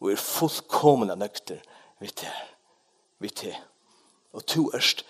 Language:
Faroese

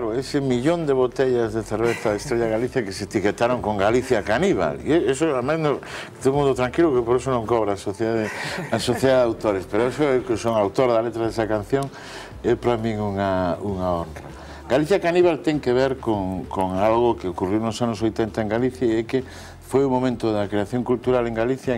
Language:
Galician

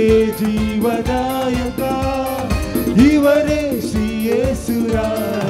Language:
Kannada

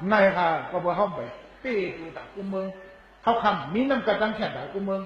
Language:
Shan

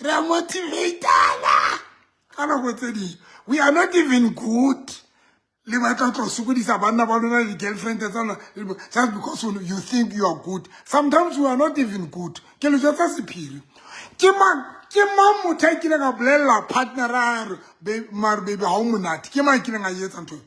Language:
Southern Sotho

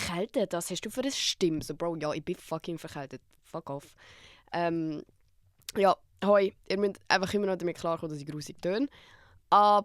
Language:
Swiss German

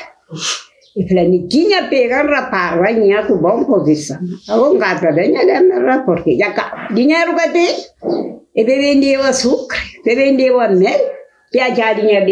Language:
Kabuverdianu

